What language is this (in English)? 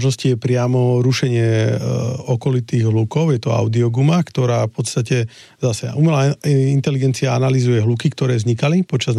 Slovak